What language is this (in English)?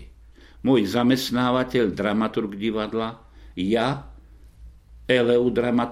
Slovak